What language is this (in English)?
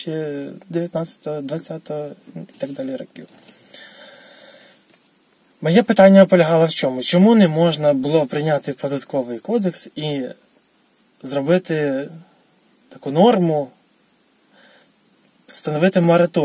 Ukrainian